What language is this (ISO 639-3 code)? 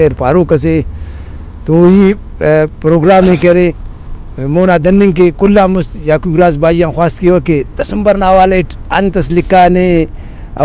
brh